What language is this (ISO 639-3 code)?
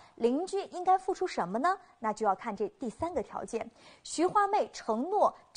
zho